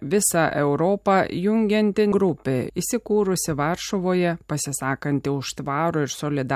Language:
Lithuanian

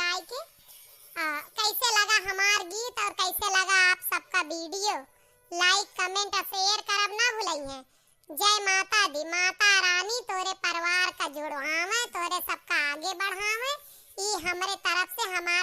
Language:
Awadhi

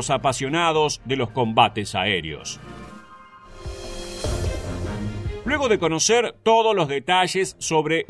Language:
Spanish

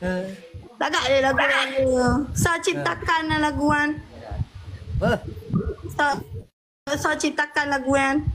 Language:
Achinese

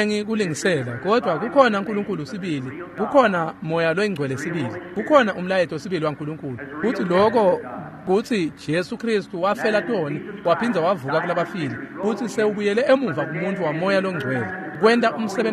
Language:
Swati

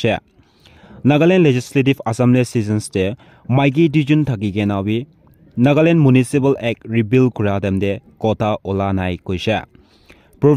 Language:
Naga Pidgin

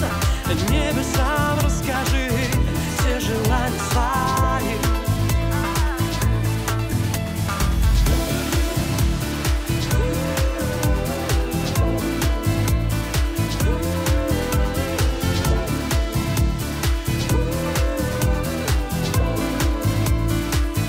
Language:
Russian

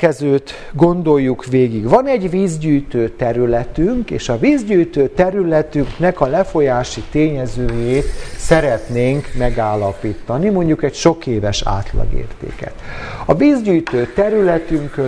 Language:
Hungarian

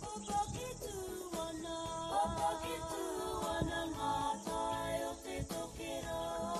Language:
Māori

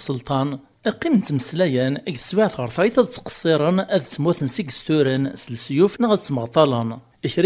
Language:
Kabyle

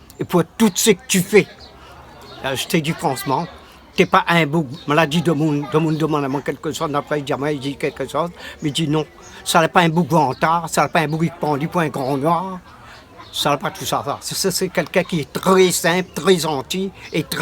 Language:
Réunion Creole French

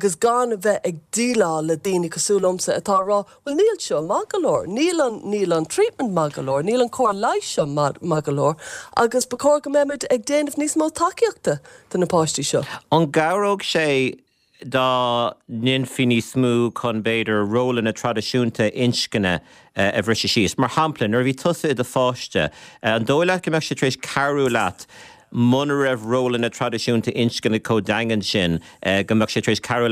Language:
Irish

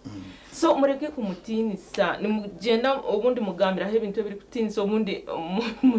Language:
Nyankole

